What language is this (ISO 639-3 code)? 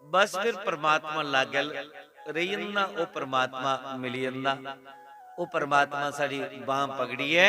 doi